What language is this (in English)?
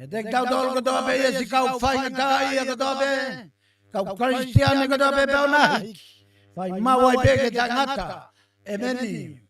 Tongan